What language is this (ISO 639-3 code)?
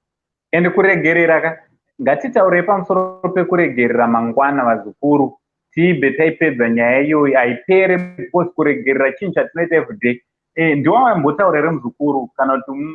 sna